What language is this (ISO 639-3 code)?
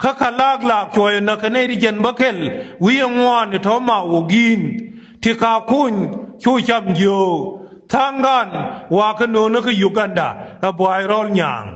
nus